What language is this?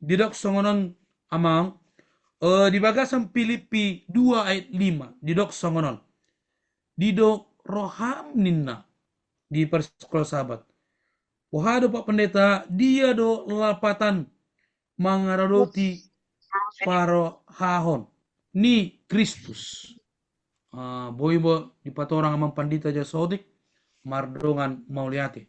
Batak Toba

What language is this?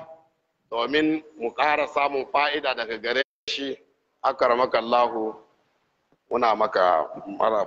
Hausa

